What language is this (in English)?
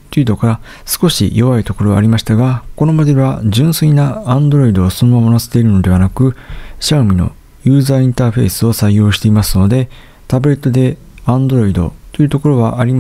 Japanese